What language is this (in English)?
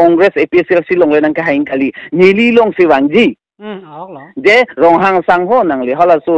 Karbi